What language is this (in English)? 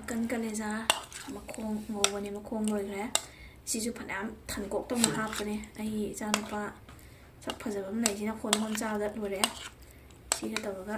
Manipuri